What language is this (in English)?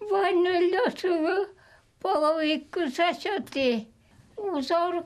Udmurt